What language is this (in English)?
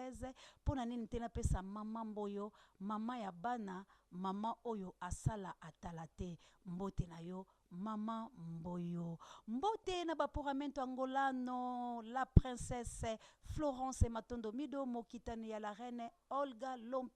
Lingala